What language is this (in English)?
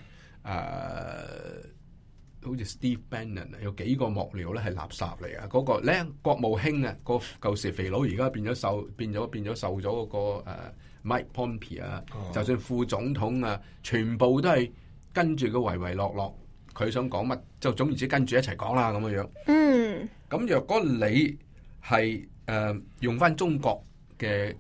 Cantonese